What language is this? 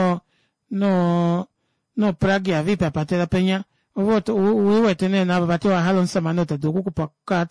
Kuanyama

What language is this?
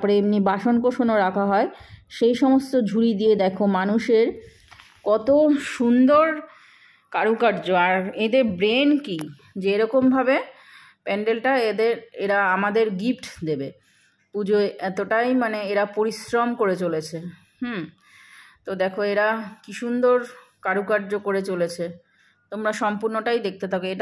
Bangla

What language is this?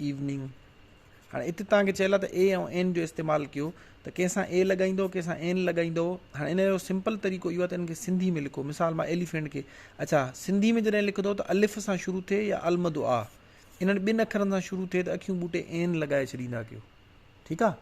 Sindhi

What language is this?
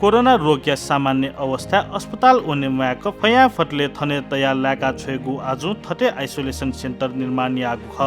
Newari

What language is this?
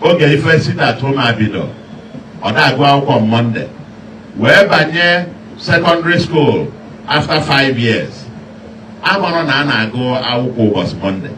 Igbo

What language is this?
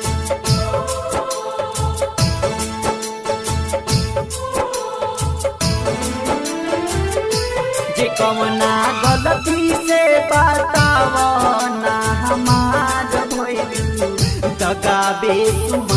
Bhojpuri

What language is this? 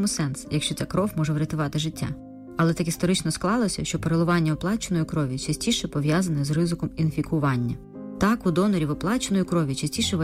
Ukrainian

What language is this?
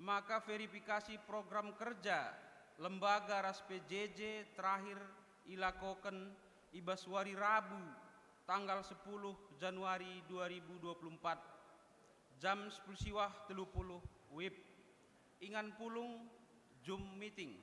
Batak Karo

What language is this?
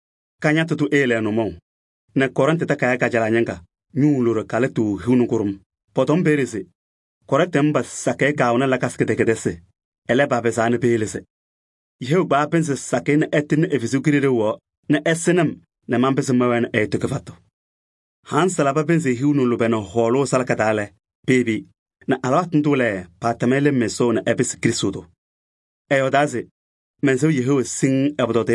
Kabiyè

